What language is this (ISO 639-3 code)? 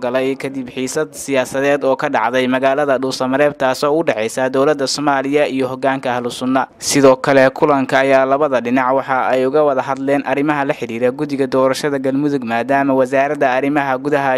som